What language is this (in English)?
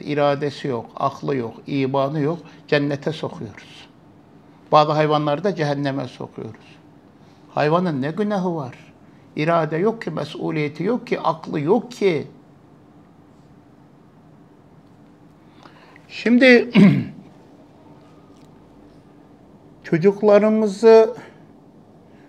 Turkish